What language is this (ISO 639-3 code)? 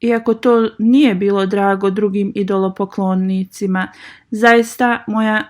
bos